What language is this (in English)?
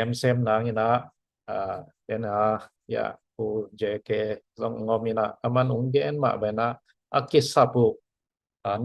Tedim Chin